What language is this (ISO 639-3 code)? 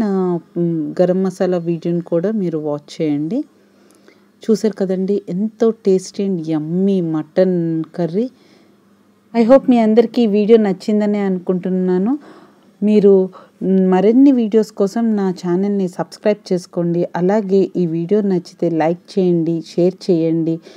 tel